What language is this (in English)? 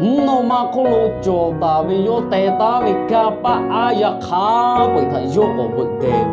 Lahu